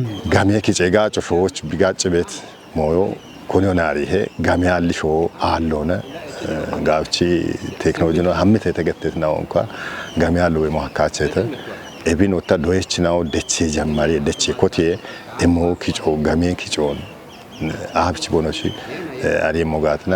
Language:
Kafa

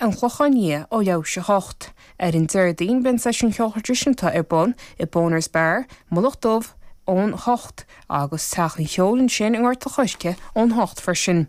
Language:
Irish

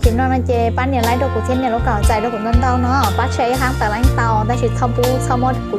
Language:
Hmong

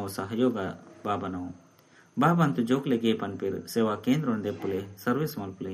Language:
Tulu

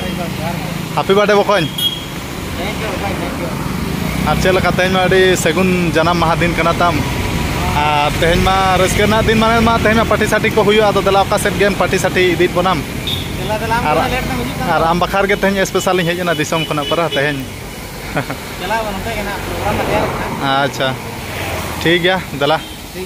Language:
Santali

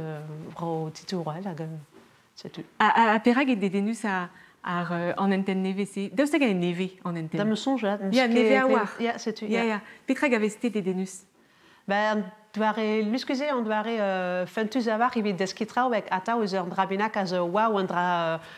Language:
Breton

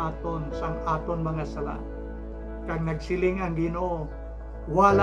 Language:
Hiligaynon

